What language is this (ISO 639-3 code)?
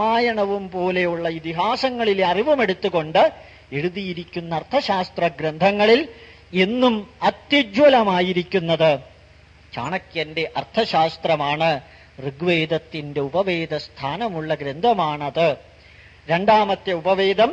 mal